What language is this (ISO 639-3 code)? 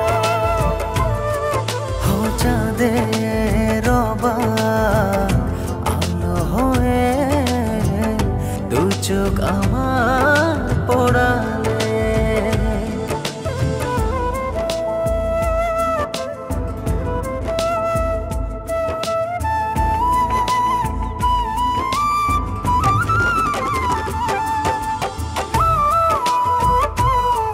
ben